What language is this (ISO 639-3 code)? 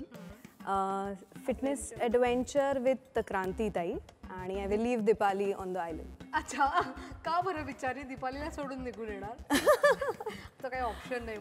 mar